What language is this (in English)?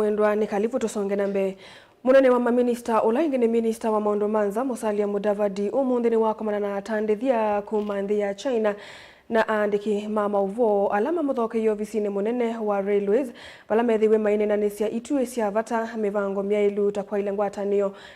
Kamba